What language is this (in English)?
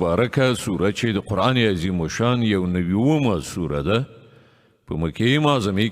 Pashto